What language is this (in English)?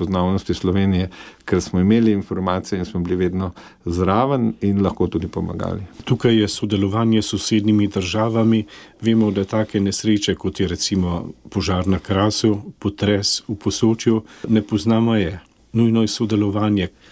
Slovenian